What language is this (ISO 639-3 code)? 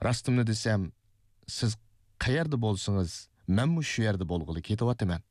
uig